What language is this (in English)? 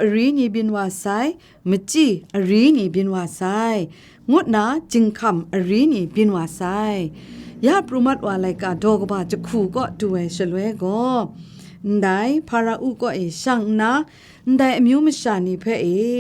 Kachin